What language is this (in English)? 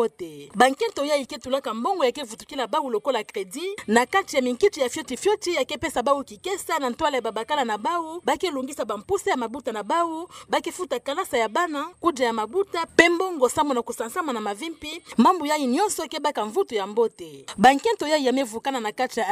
Kituba (Democratic Republic of Congo)